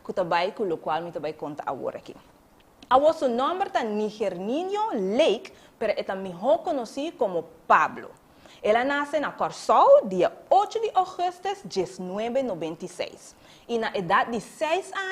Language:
Papiamento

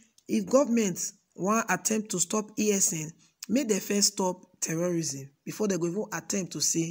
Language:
Nigerian Pidgin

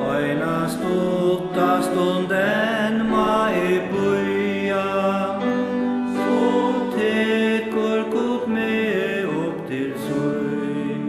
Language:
Faroese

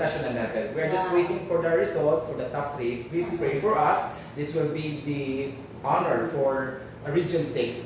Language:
Hiligaynon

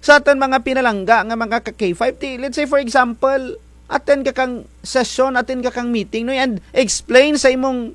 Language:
Kinaray-a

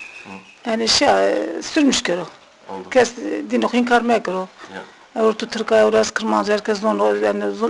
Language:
Zaza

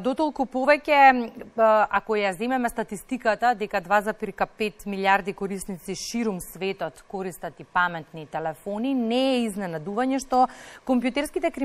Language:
Macedonian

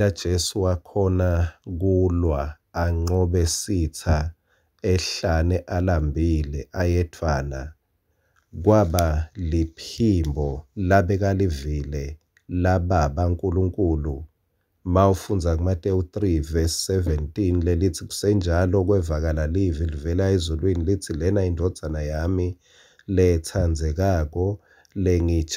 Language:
Swati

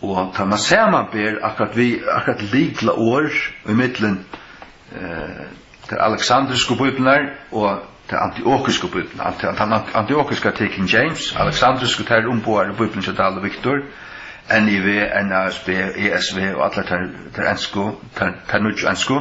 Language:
Faroese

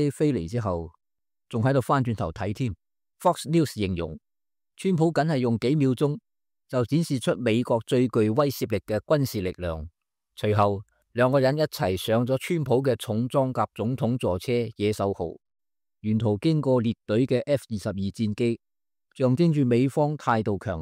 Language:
Cantonese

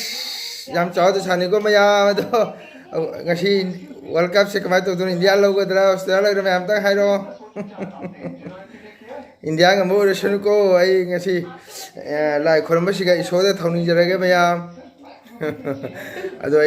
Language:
Manipuri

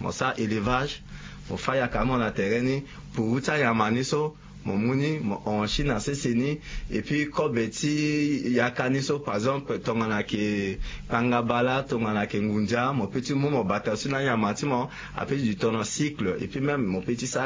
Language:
Sango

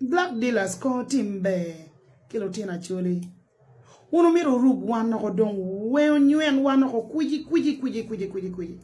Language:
Acoli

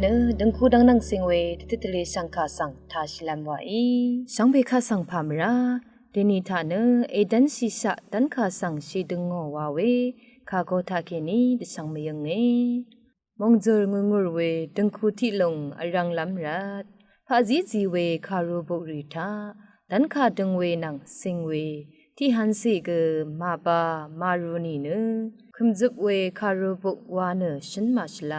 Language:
Rawang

